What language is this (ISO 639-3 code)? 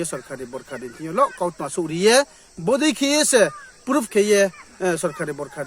ria